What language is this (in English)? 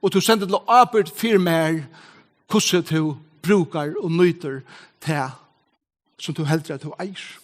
Faroese